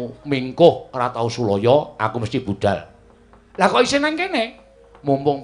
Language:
Javanese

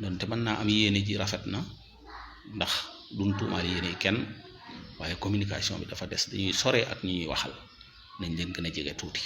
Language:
Wolof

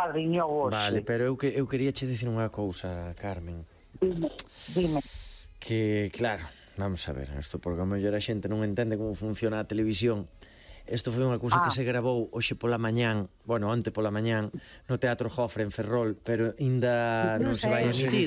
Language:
Galician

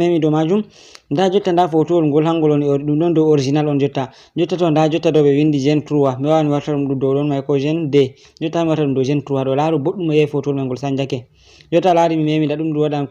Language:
Fula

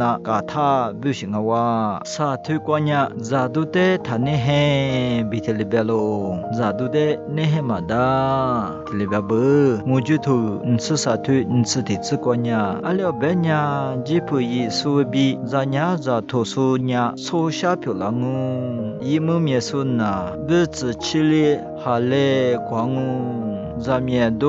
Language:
Lisu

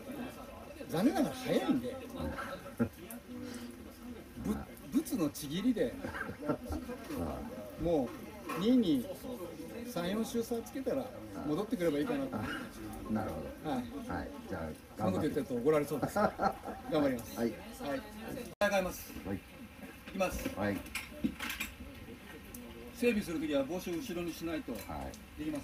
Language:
Japanese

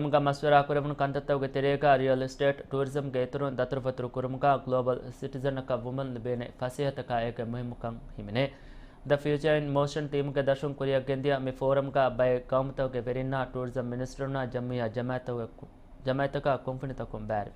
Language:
Divehi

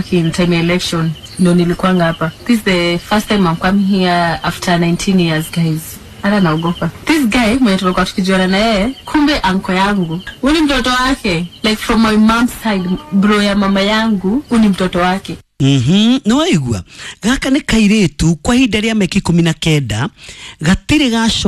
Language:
Kikuyu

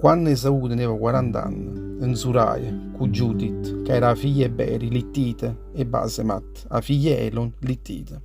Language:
Neapolitan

